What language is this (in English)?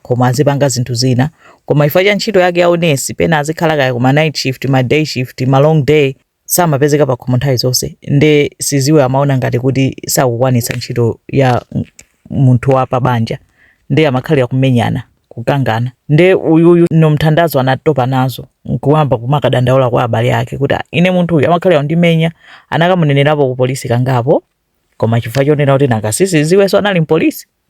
Nyanja